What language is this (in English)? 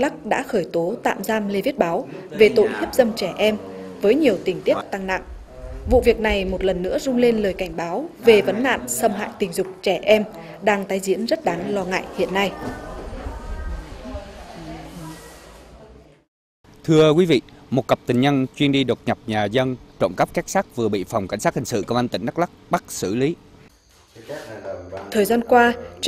Vietnamese